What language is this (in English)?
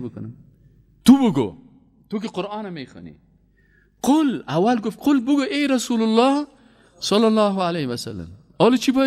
Persian